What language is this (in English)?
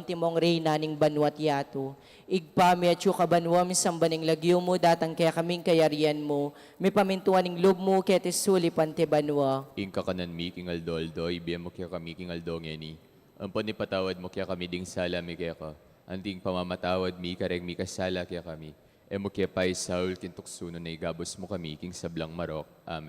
Pampanga